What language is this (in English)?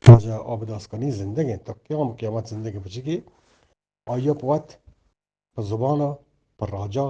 Eastern Balochi